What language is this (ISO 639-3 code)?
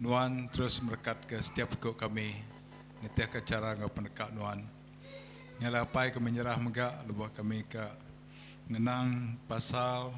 iba